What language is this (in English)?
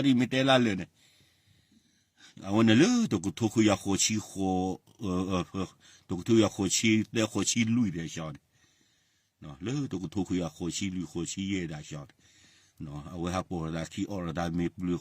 S'gaw Karen